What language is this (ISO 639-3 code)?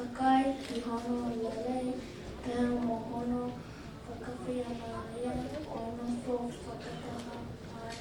ton